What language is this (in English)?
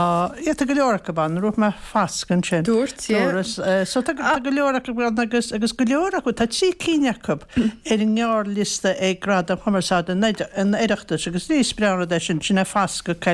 Irish